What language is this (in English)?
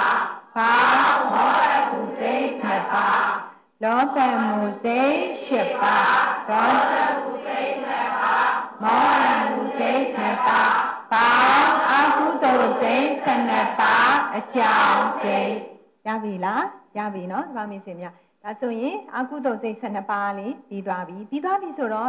Burmese